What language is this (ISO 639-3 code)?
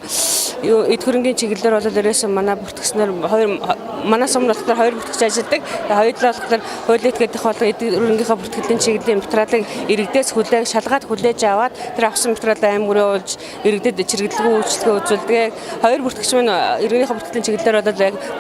mon